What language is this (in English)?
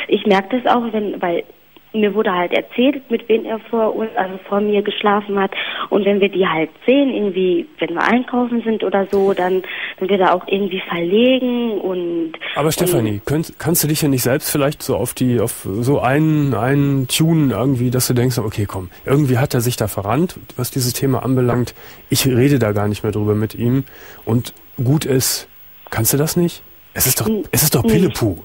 German